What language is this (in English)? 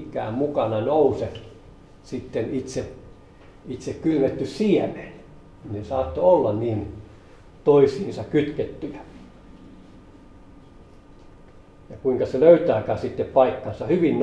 Finnish